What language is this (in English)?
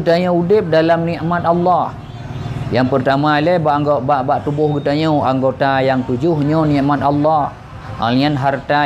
Achinese